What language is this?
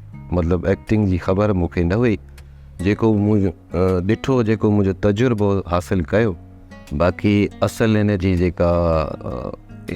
Sindhi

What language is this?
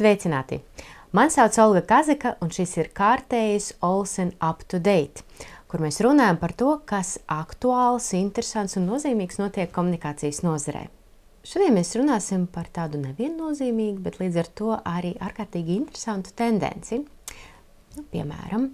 Latvian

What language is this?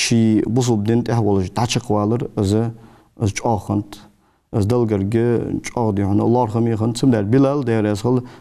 Ingush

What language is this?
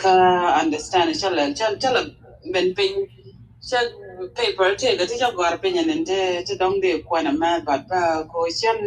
Nuer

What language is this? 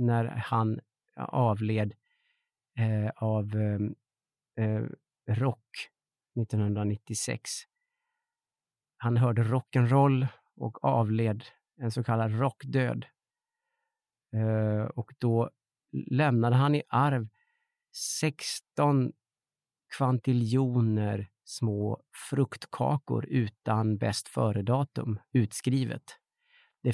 Swedish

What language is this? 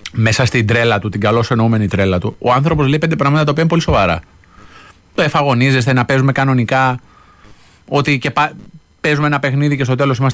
Greek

